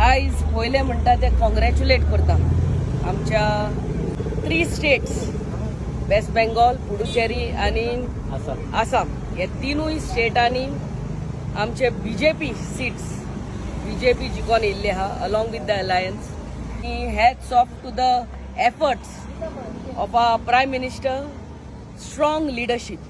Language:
Konkani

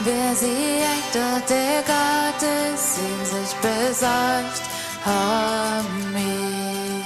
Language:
Plautdietsch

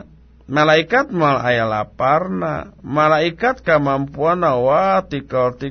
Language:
Sundanese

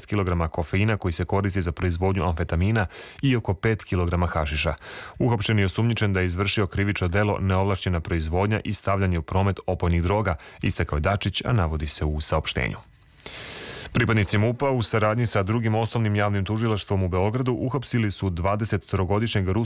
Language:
Serbian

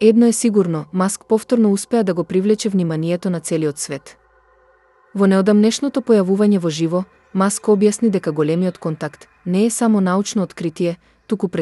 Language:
Macedonian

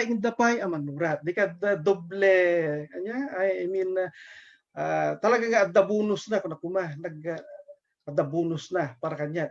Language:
Iloko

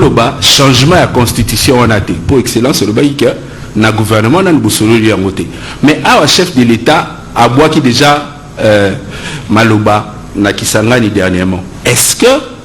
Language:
Lingala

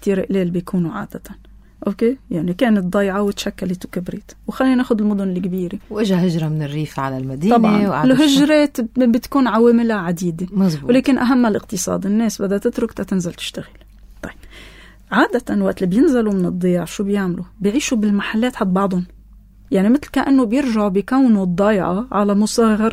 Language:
North Levantine Arabic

